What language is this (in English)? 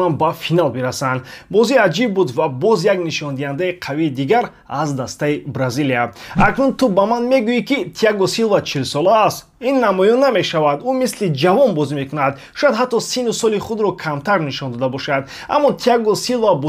Tajik